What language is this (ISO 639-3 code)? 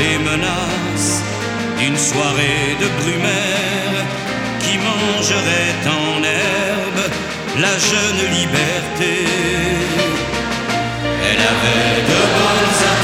fra